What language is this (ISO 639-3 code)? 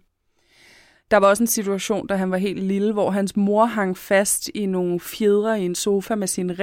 dan